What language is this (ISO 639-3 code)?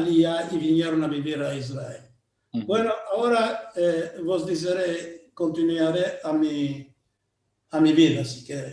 lad